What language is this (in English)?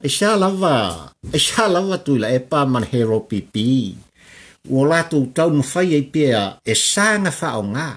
Samoan